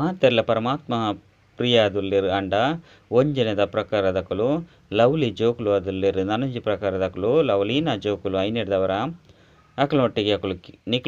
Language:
Tulu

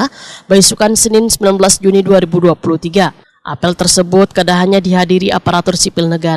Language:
Banjar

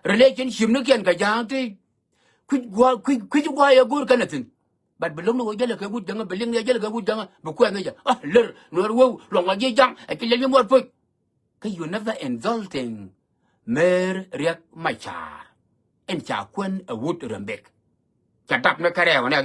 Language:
Nuer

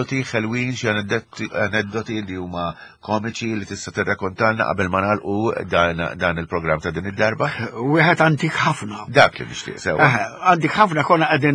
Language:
Maltese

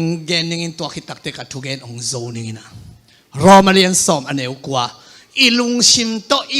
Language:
Tedim Chin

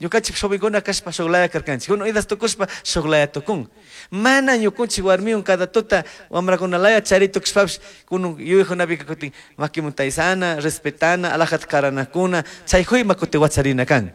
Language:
Chimborazo Highland Quichua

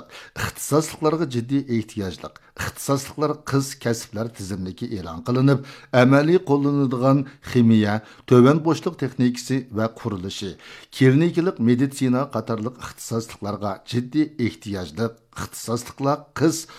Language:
Uyghur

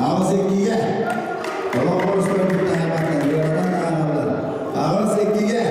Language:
Yakut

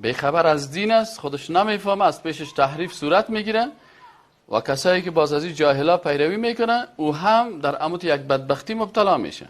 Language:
Persian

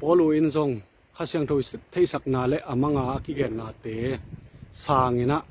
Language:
Tedim Chin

